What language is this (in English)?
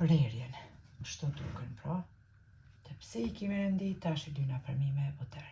Albanian